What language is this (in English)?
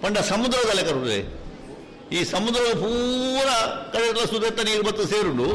Tulu